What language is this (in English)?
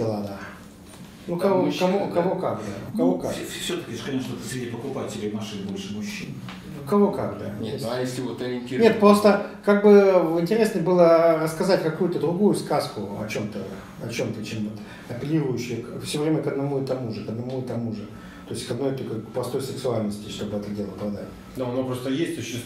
Russian